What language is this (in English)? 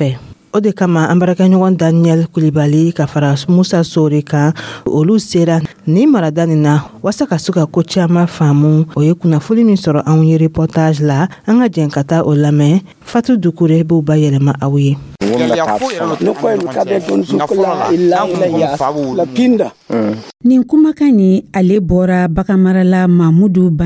Dyula